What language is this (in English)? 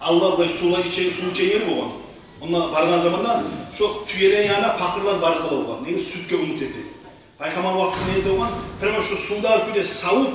Kumyk